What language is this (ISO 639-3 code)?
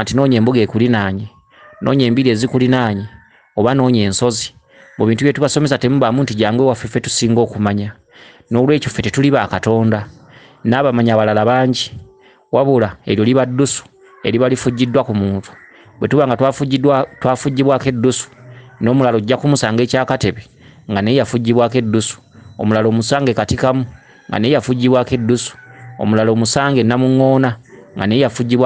lug